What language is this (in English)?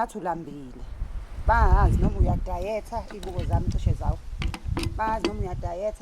Zulu